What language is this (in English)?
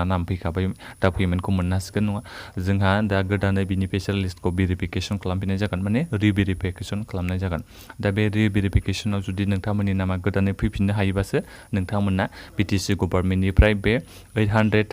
Bodo